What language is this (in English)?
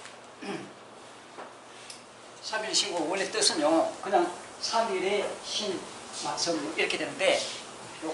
Korean